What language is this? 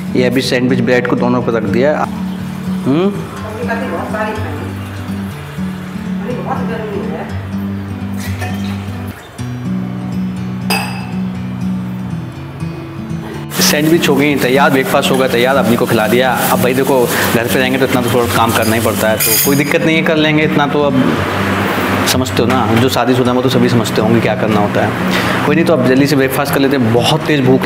Hindi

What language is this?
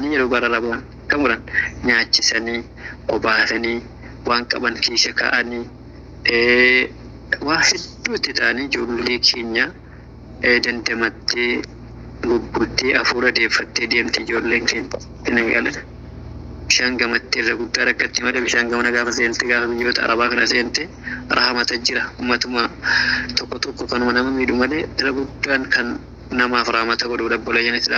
Oromo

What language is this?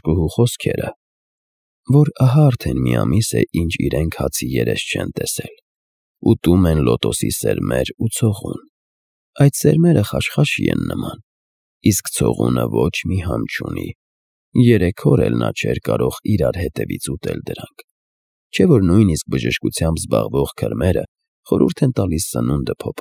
Armenian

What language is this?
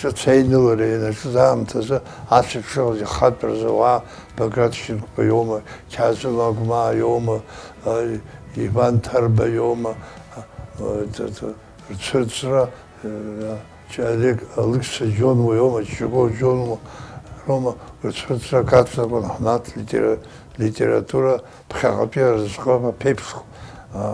Abkhazian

